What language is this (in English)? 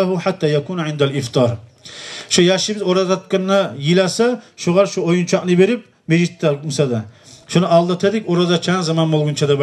Kumyk